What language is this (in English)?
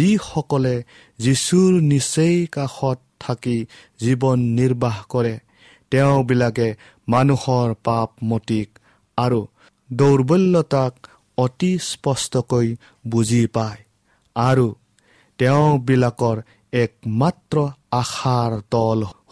Assamese